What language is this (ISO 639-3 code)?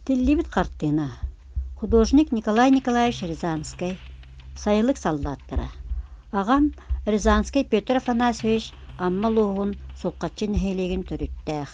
sah